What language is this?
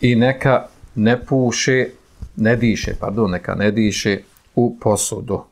Bosnian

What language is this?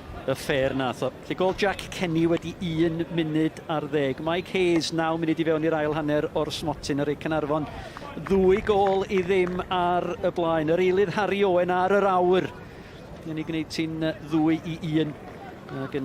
Welsh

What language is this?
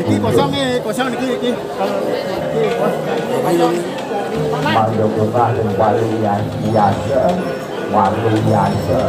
Balinese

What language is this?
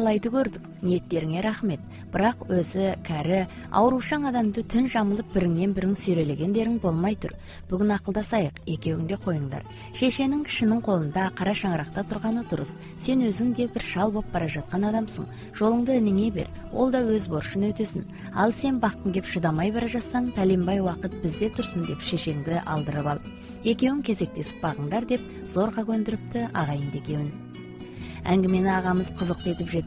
Kazakh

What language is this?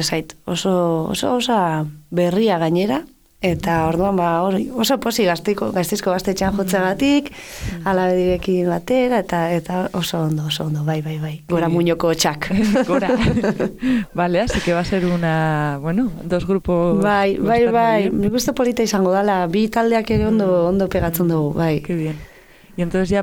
Basque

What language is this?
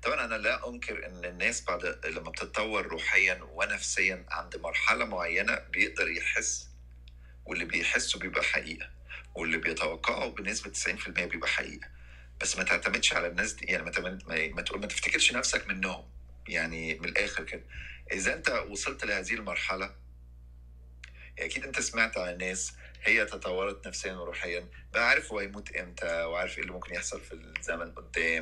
Egyptian Arabic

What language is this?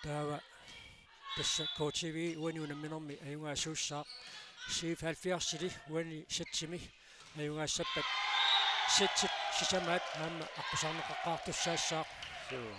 Kalaallisut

